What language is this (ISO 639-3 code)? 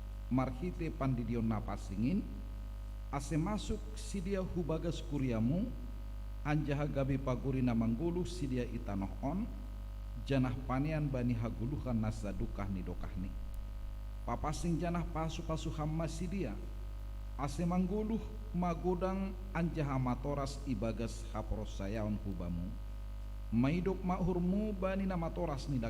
bts